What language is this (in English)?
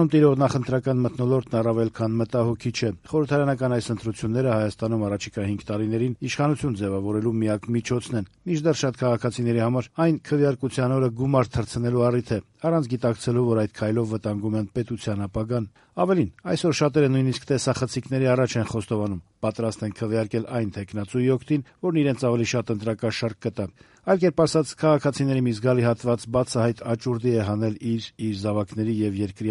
Armenian